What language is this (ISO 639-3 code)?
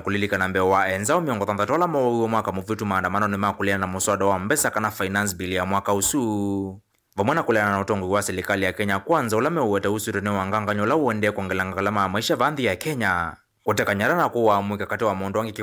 kam